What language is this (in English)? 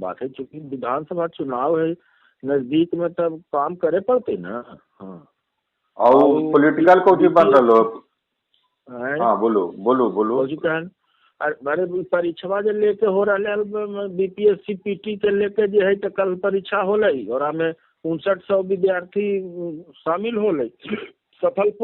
Magahi